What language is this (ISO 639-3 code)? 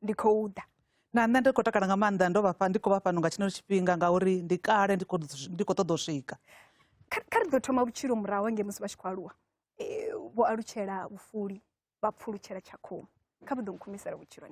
ven